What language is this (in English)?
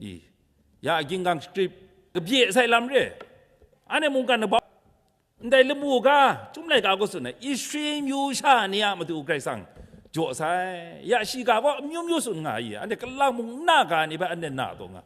Kachin